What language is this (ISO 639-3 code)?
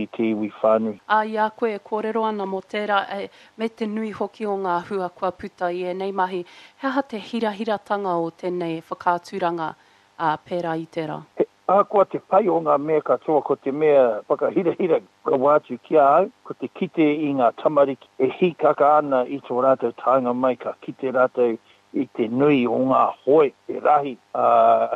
mri